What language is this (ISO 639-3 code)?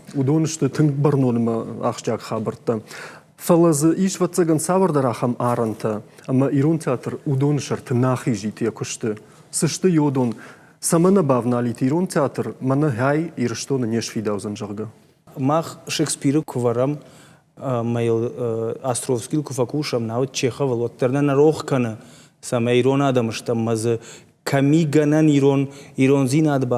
oss